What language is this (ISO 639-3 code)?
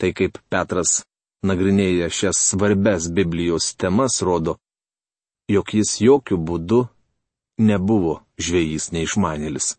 lit